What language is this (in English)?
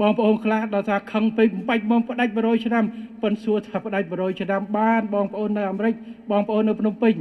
Khmer